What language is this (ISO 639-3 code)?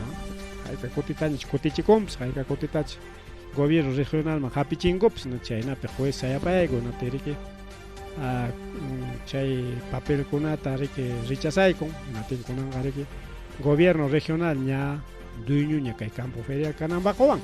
quy